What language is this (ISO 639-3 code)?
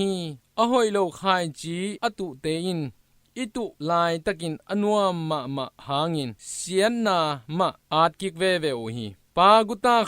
ctd